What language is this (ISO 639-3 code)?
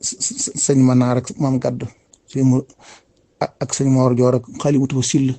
wol